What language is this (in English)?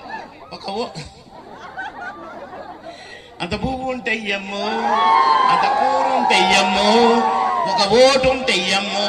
Telugu